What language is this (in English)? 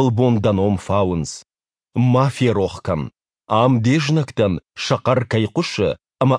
Ossetic